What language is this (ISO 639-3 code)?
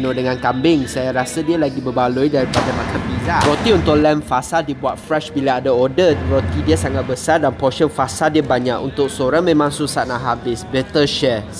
msa